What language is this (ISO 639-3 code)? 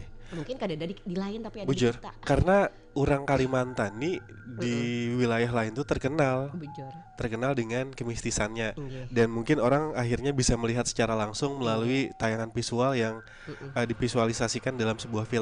bjn